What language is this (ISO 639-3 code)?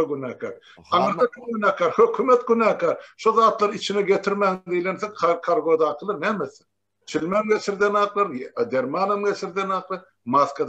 tuk